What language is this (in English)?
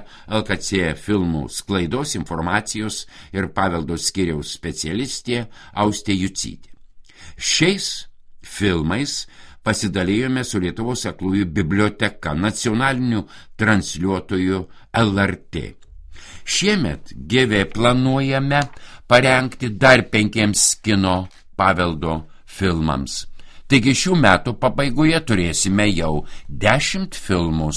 Lithuanian